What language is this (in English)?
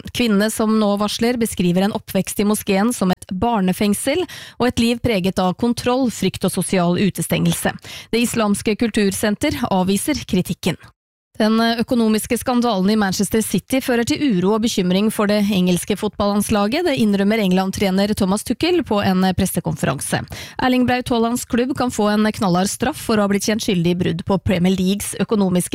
Norwegian